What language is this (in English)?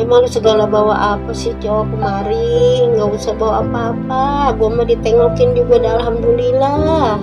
Betawi